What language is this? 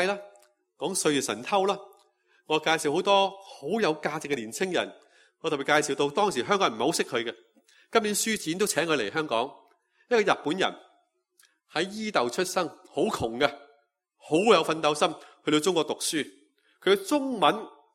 Cantonese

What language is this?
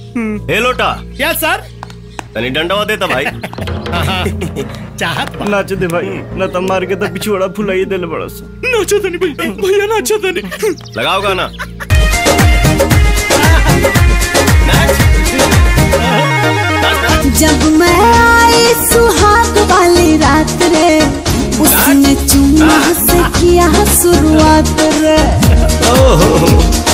Bhojpuri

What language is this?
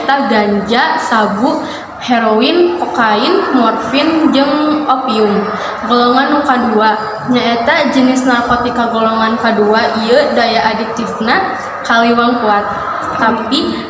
Sundanese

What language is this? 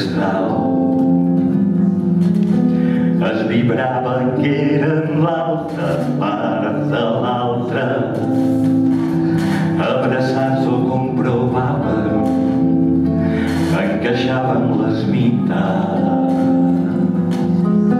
Catalan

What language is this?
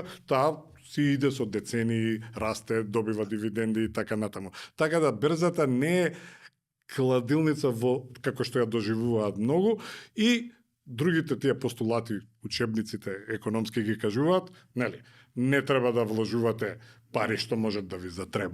Macedonian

